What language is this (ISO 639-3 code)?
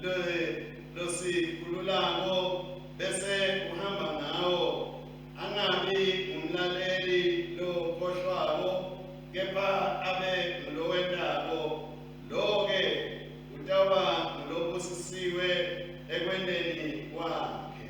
ssw